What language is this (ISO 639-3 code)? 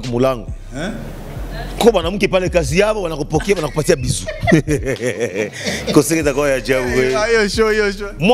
swa